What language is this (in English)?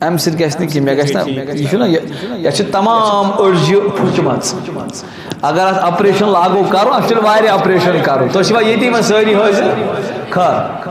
Kashmiri